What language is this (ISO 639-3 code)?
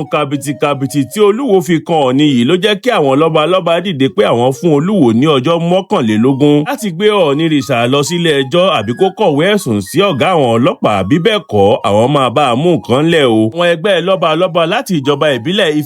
yor